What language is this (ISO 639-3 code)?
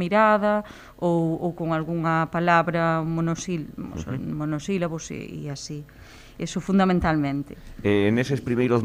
glg